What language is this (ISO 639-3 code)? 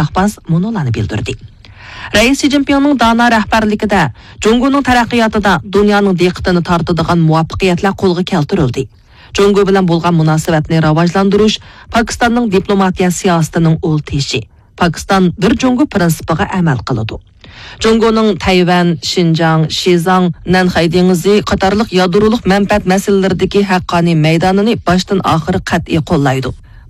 uig